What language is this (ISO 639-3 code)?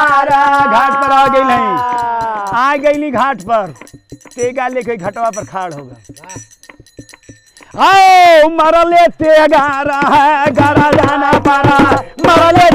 bho